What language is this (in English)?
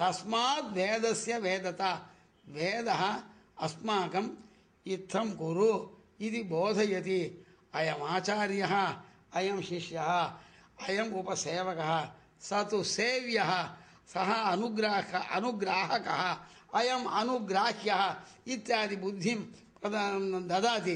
Sanskrit